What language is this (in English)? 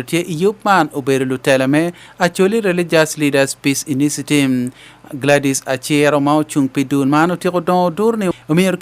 Acoli